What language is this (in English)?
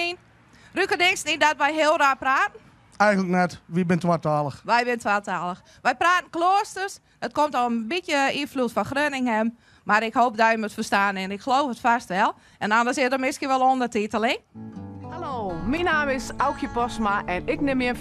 Western Frisian